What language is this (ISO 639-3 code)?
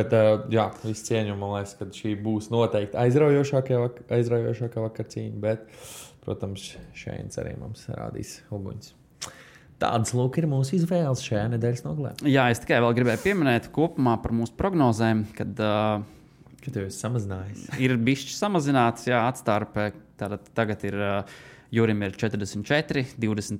lav